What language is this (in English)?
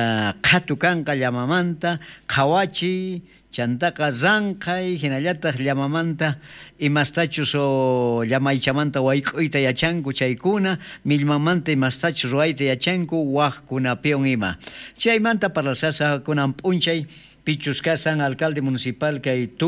South Bolivian Quechua